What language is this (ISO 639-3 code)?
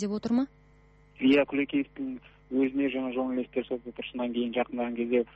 kaz